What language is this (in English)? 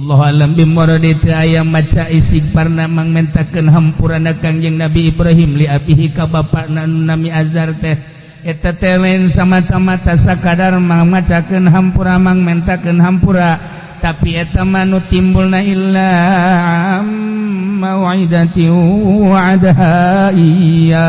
Sundanese